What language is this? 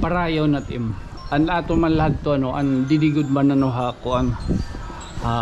Waray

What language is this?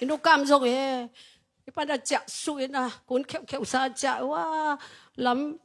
Tedim Chin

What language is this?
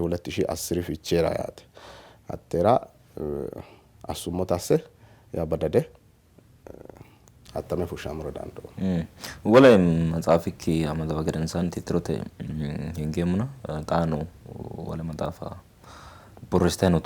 Sidamo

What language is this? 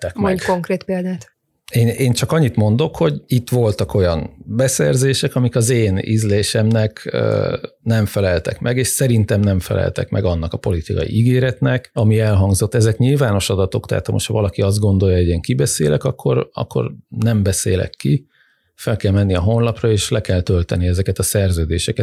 Hungarian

